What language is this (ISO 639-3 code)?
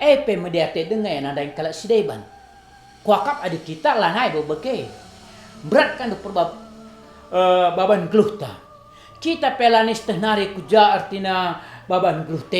btx